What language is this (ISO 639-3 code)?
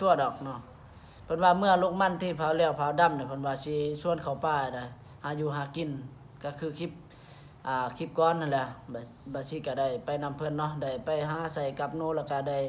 lao